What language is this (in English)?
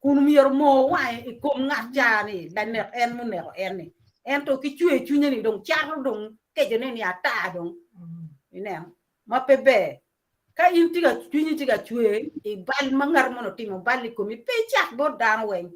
Acoli